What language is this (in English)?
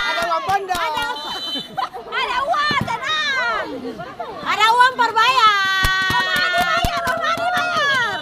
Ambonese Malay